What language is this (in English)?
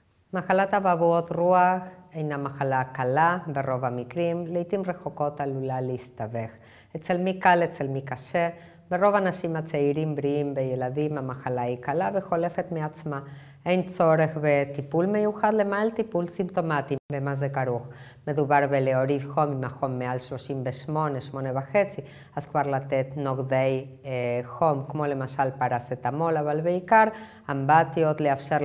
Hebrew